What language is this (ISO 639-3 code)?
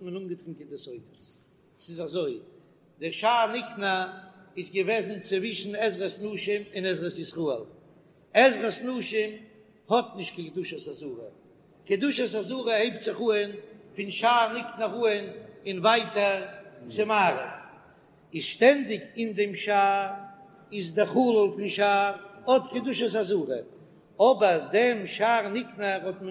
yid